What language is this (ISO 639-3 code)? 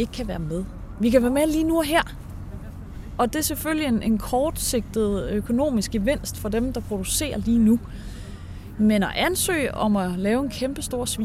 dan